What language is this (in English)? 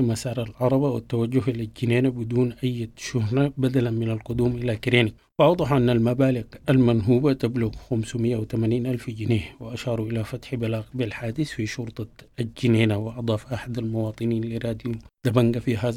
Sudanese Arabic